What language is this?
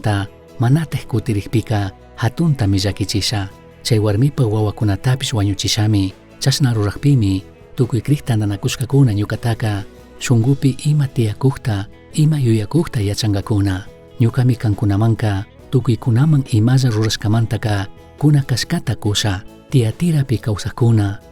Chimborazo Highland Quichua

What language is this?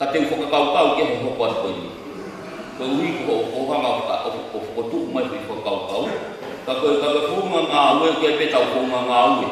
Tongan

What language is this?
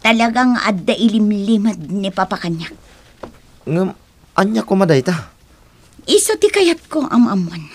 Iloko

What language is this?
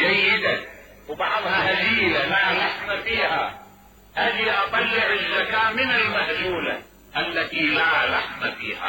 Mesopotamian Arabic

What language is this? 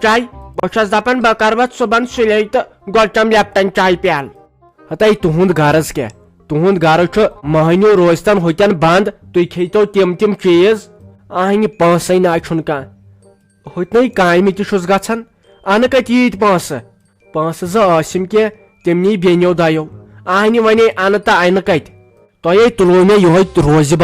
Kashmiri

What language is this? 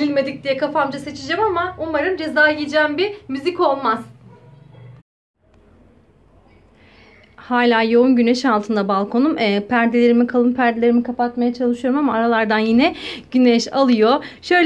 Turkish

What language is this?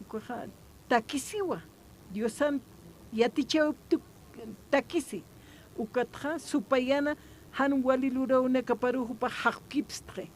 Aymara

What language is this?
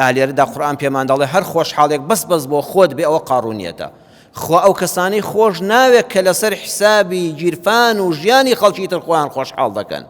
Central Kurdish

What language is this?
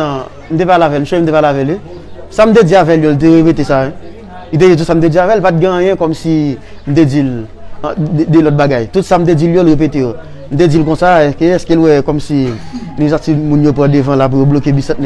Haitian Creole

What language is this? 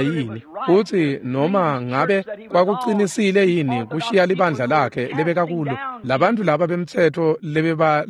Swati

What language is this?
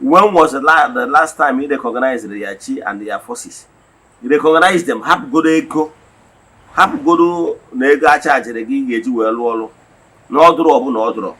Igbo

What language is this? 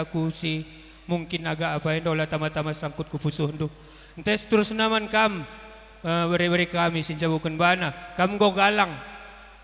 Batak Karo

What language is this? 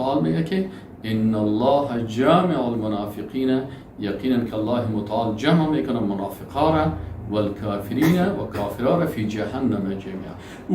Persian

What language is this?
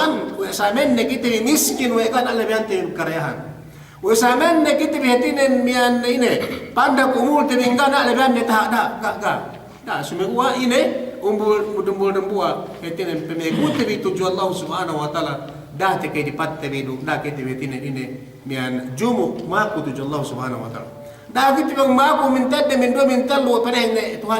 Yakan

